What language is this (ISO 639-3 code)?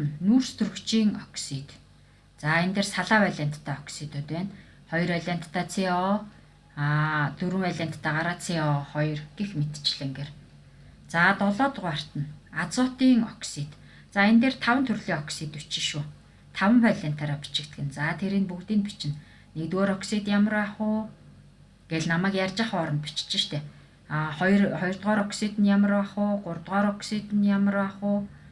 mon